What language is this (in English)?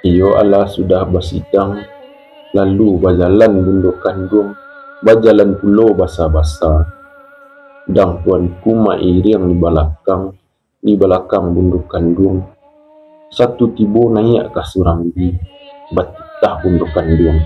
Minangkabau